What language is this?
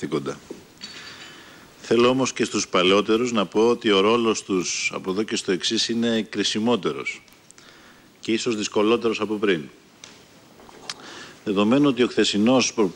Greek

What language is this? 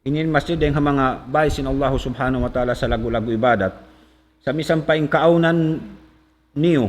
Tausug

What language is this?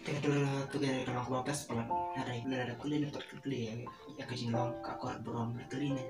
Khasi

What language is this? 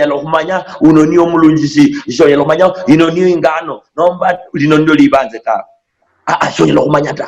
Luyia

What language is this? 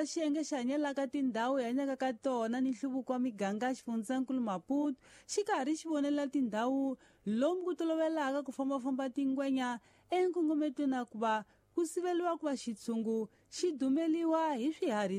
Tsonga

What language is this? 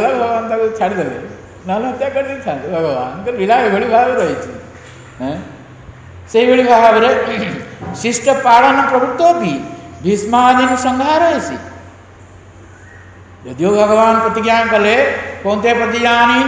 Odia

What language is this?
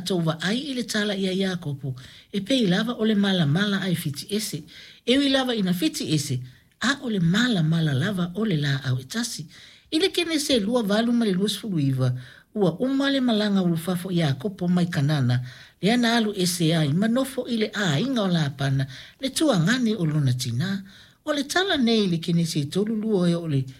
Samoan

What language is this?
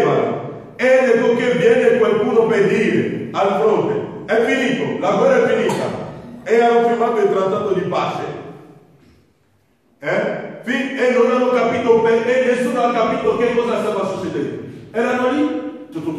Italian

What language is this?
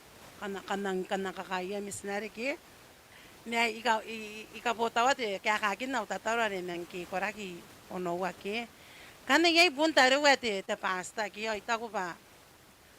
Gilbertese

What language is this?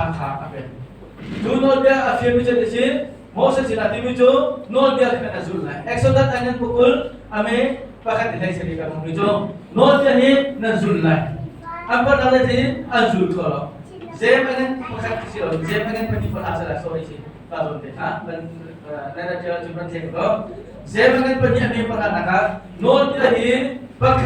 Hakha Chin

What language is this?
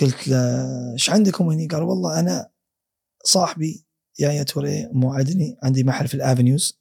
Gulf Arabic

